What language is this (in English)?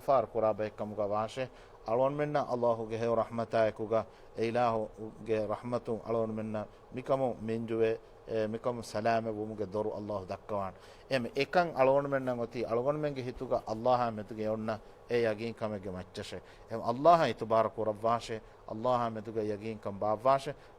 Divehi